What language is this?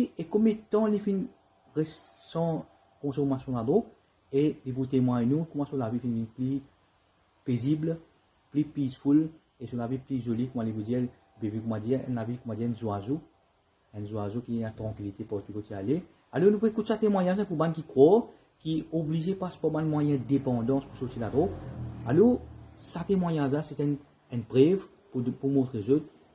Morisyen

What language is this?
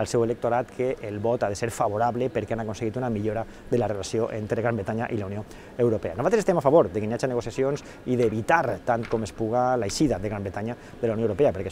Catalan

